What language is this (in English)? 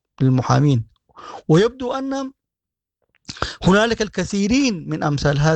Sudanese Arabic